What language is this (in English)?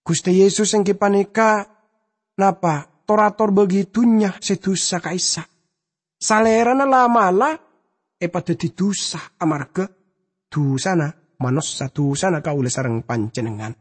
Madurese